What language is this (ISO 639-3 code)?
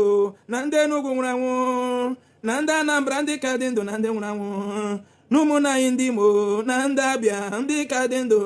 ibo